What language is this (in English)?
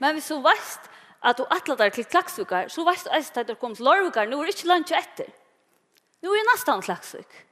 Faroese